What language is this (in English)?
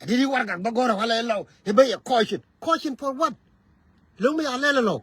Nuer